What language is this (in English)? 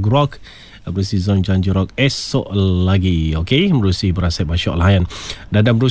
Malay